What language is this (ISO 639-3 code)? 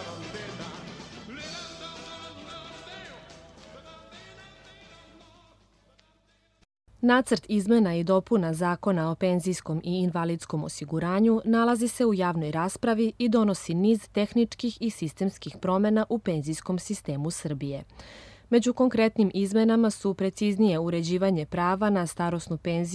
srp